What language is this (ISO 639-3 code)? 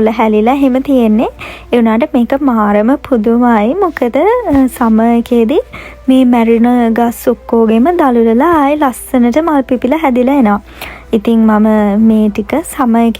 sin